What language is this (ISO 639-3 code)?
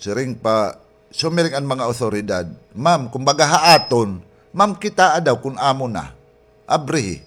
war